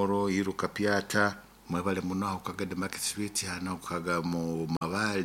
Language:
Nyoro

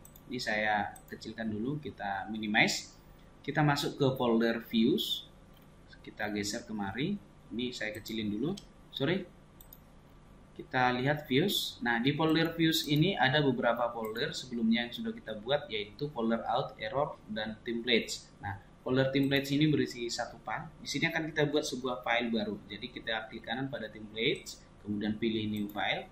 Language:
Indonesian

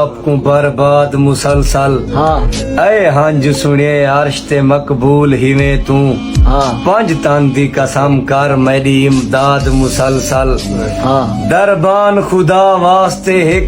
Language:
Saraiki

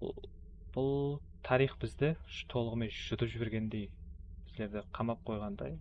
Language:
Kara-Kalpak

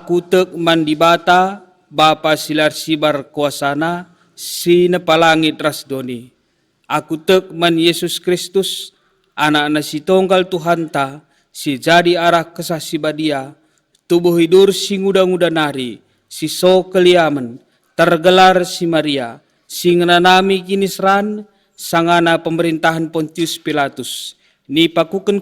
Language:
Batak Karo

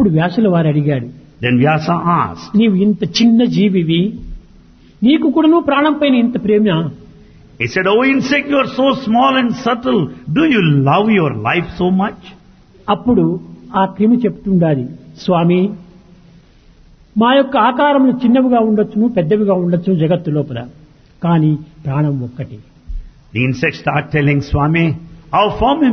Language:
Telugu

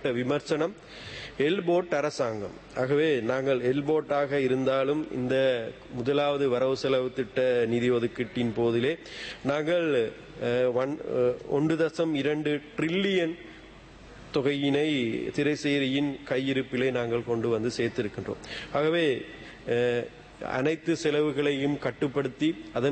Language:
Tamil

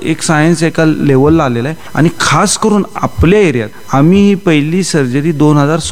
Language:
Marathi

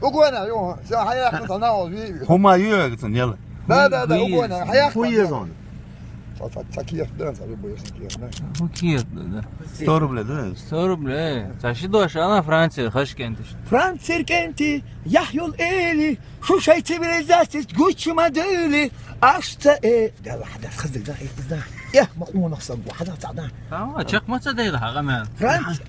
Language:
Chechen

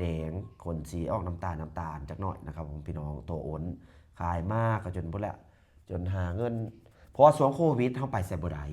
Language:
Lao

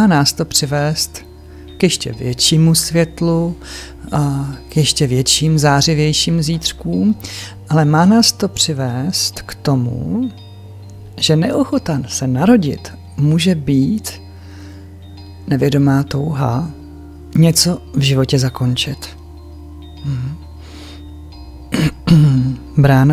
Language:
Czech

